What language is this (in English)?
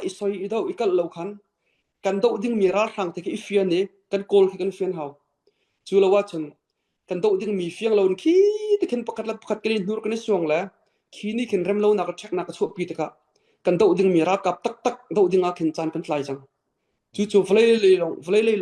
Falam Chin